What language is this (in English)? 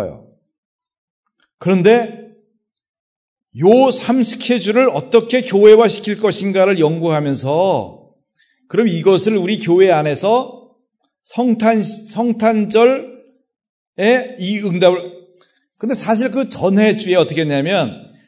Korean